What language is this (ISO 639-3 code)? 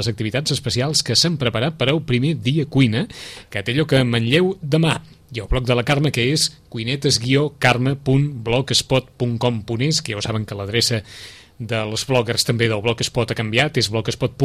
cat